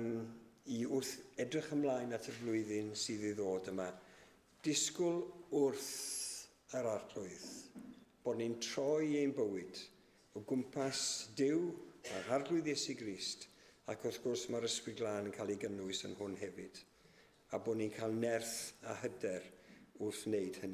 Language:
Welsh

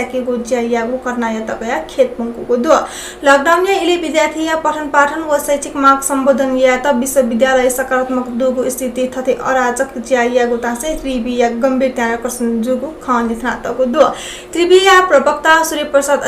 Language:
Newari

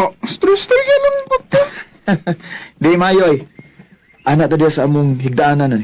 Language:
Cebuano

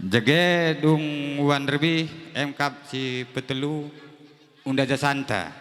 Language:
Batak Karo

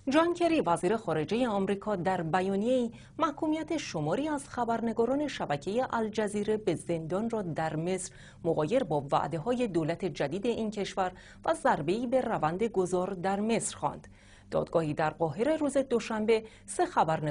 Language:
Persian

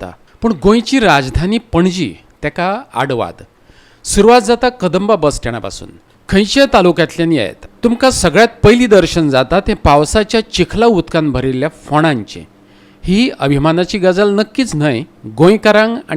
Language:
Konkani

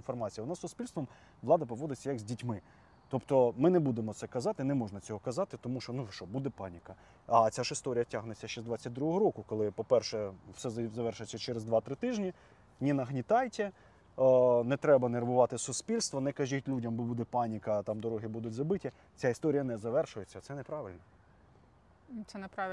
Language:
Ukrainian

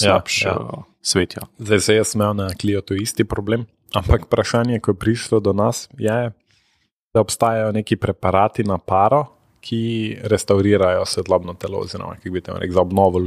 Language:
Slovenian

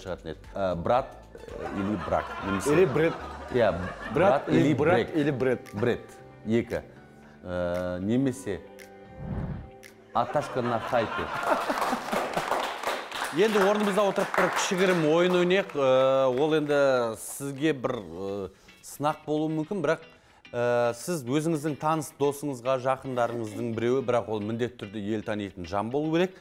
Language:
Kazakh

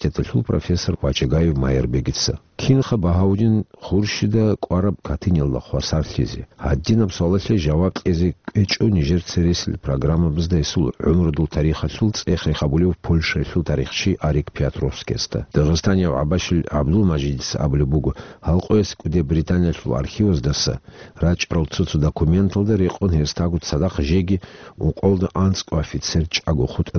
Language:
Avaric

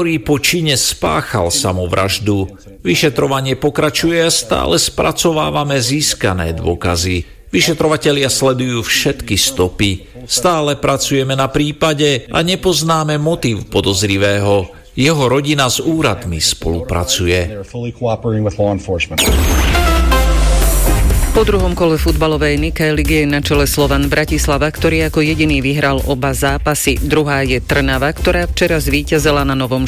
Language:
Slovak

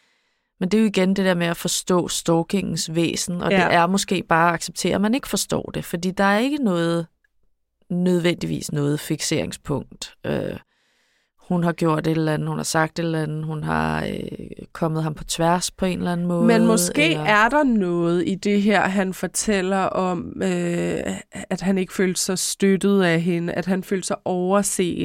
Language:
Danish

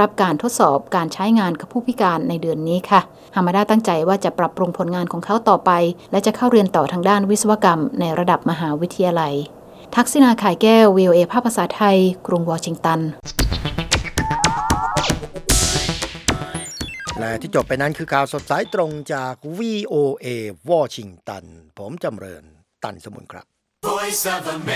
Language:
Thai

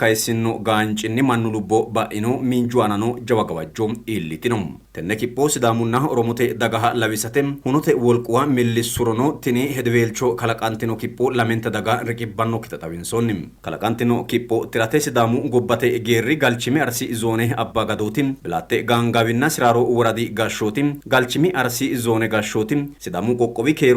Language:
Sidamo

